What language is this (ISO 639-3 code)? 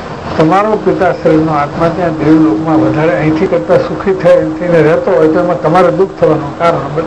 guj